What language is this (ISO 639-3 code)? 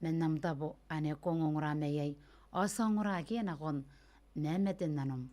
gil